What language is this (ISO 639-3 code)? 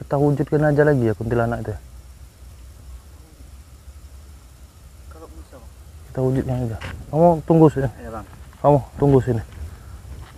ind